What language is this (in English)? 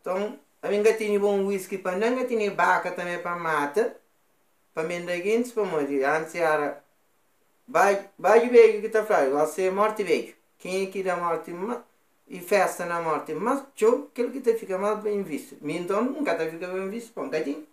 Kabuverdianu